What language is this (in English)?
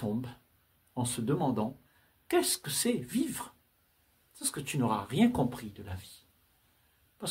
French